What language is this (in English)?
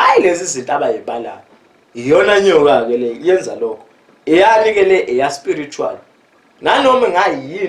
Zulu